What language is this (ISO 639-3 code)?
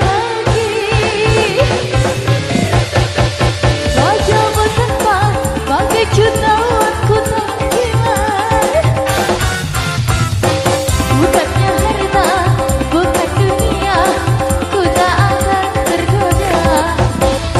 ind